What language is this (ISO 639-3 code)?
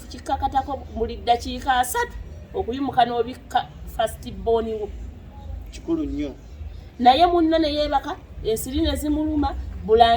lug